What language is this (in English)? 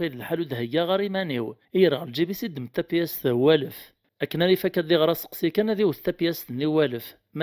Kabyle